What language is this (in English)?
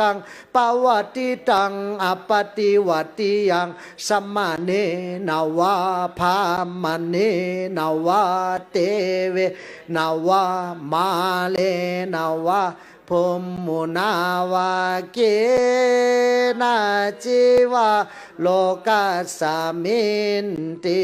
Pali